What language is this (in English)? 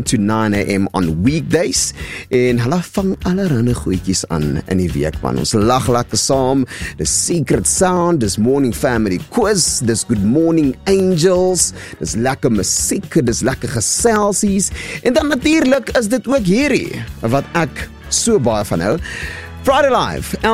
Afrikaans